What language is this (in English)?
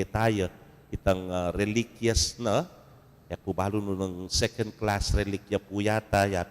Pampanga